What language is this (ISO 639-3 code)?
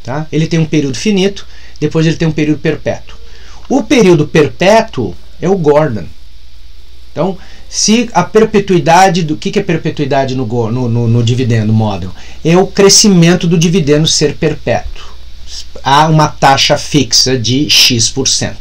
por